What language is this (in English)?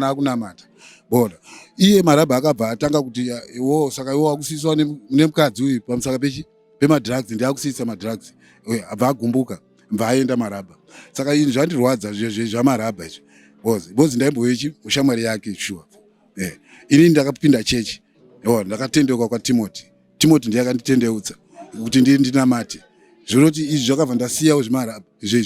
Shona